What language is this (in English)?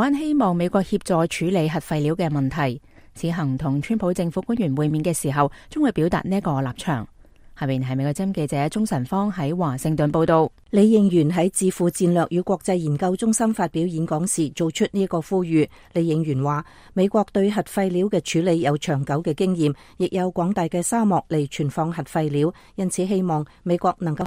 Cantonese